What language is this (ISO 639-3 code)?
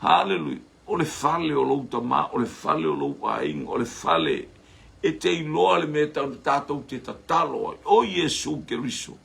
smo